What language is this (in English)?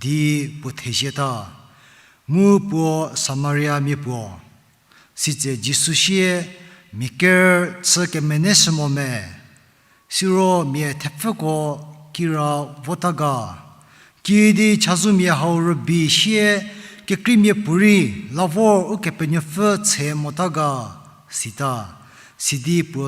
Angami Naga